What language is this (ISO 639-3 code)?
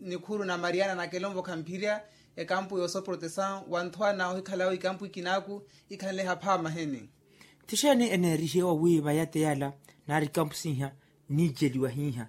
vmw